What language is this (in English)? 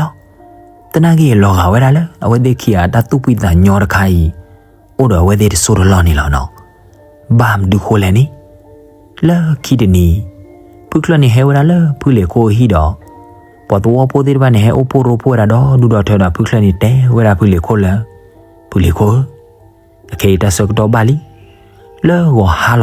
S'gaw Karen